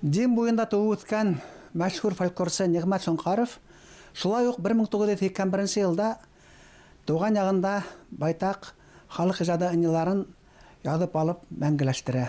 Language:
Bashkir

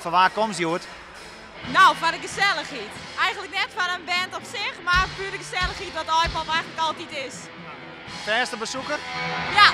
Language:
Western Frisian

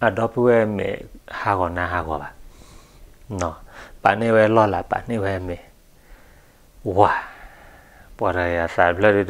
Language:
S'gaw Karen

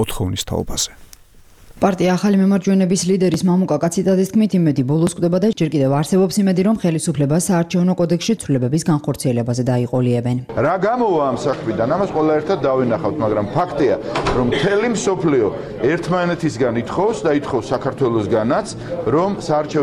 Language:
Georgian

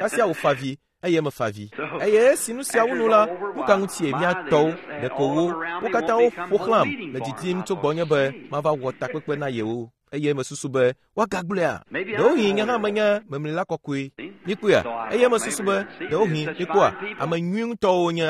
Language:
Ewe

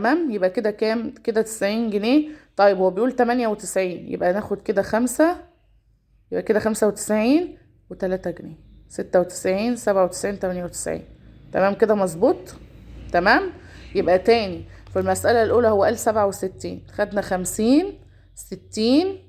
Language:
Egyptian Arabic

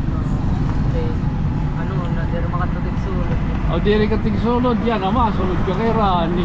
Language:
Waray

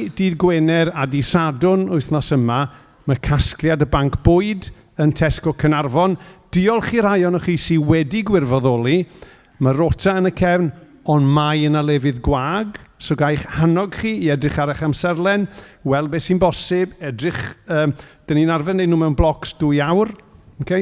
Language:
Welsh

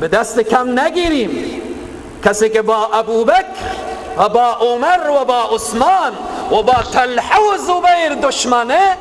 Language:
Persian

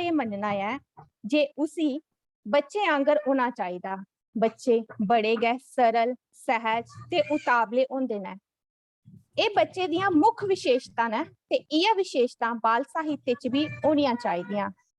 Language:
Dogri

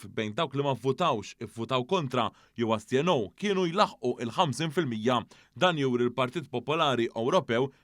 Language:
Maltese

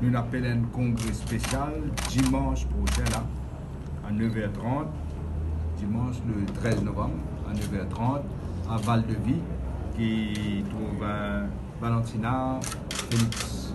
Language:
Morisyen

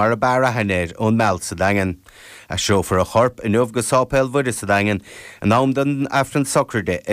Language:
Irish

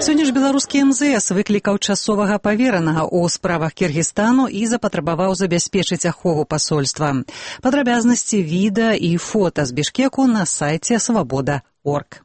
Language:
Belarusian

